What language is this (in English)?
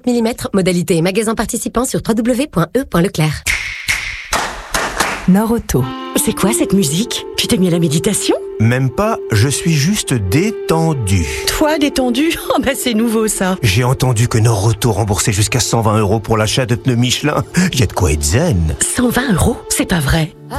French